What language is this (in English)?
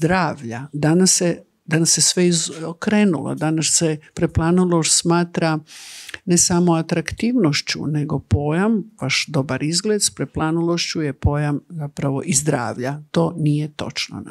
Croatian